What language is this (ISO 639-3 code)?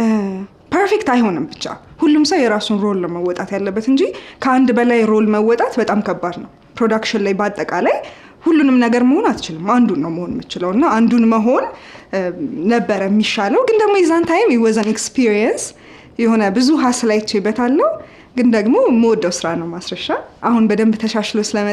amh